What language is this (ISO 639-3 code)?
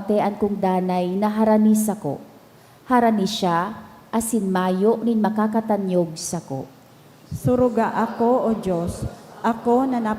bik